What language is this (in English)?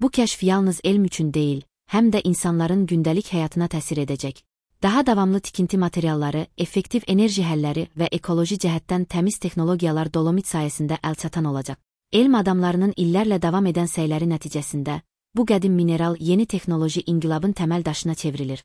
Azerbaijani